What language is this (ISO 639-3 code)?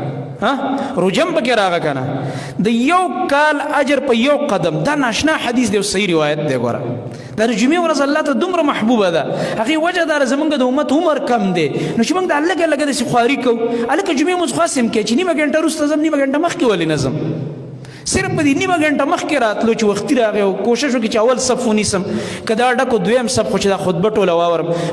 pus